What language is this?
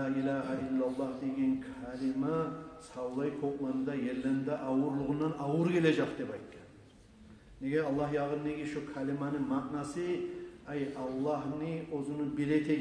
Kumyk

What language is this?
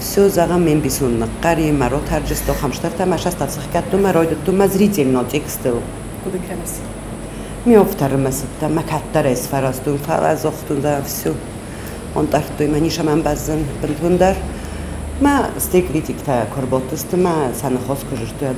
Ossetic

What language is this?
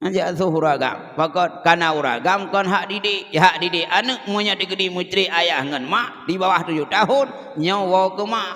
Achinese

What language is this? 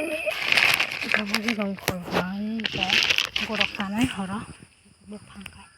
Kok Borok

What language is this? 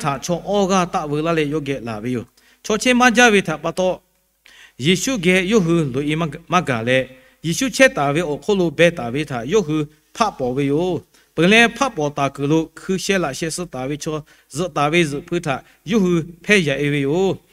Lahu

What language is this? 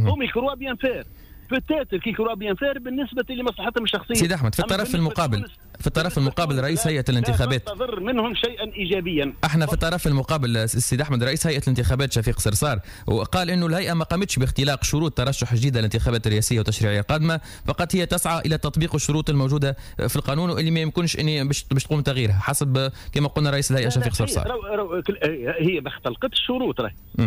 Tunisian Arabic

